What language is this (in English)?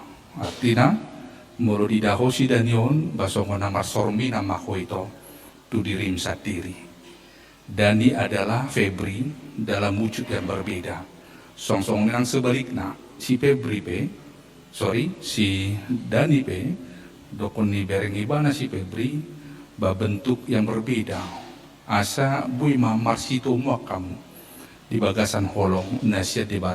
Batak Toba